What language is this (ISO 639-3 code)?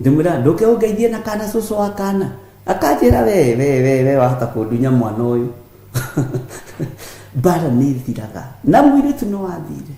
kik